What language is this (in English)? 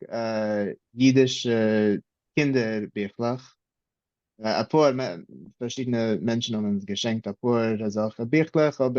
Yiddish